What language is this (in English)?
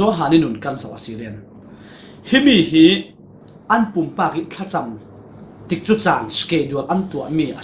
Falam Chin